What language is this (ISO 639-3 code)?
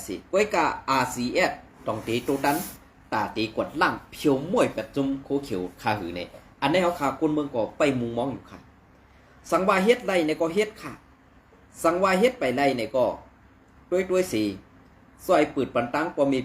shn